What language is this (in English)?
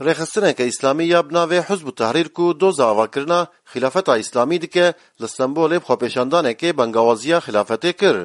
Kurdish